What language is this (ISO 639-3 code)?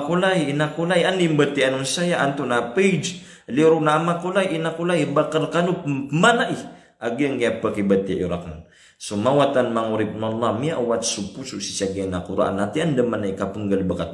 mrw